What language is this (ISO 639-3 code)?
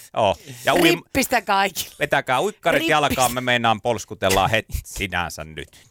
fin